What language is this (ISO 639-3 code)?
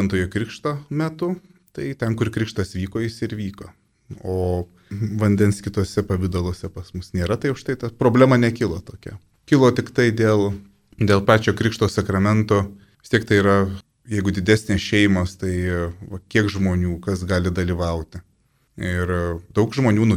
lit